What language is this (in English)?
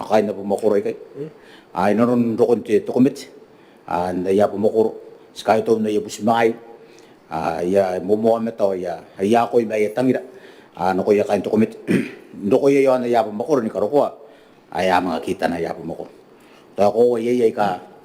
Gilbertese